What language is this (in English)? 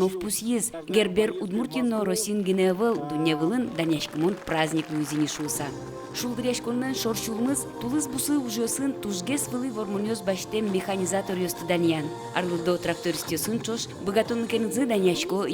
Udmurt